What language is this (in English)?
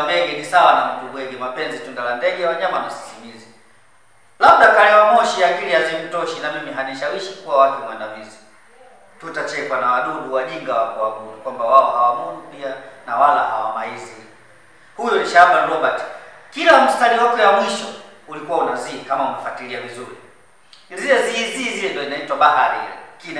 Swahili